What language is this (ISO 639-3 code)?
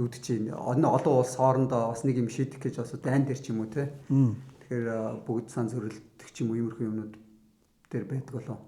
mon